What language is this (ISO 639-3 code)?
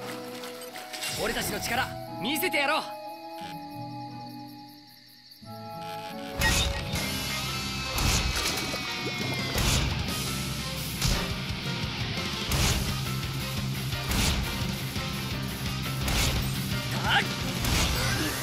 jpn